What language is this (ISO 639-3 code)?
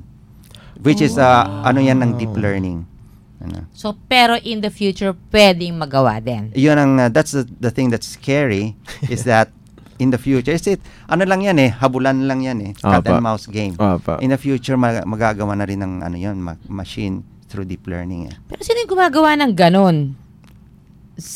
fil